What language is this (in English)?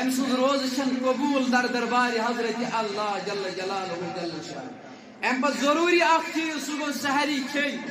Kashmiri